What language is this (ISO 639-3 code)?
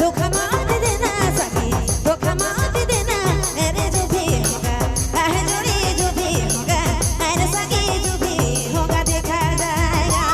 sck